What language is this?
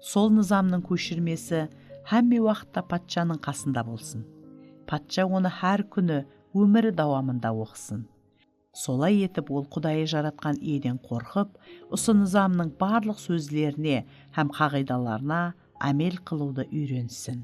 Kara-Kalpak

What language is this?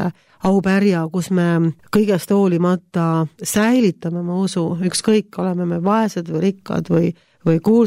Estonian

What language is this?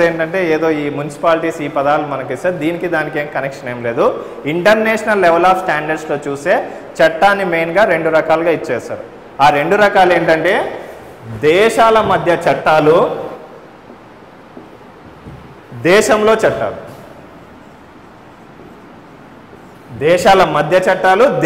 Telugu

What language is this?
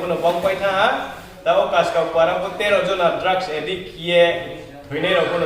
Riang (India)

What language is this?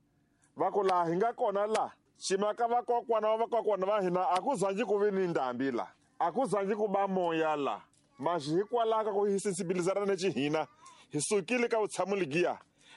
Tsonga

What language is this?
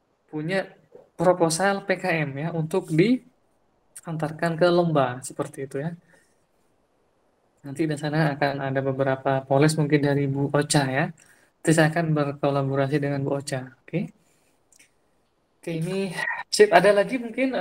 Indonesian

